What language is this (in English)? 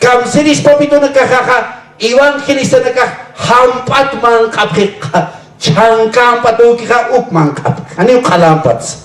Aymara